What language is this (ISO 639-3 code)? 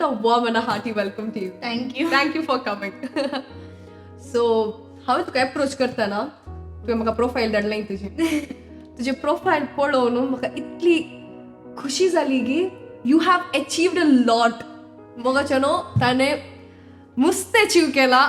kok